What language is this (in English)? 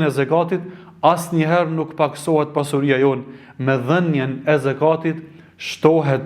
Albanian